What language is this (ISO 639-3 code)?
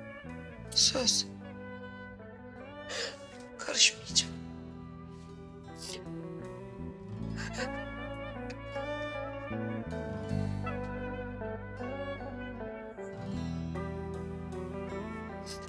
tur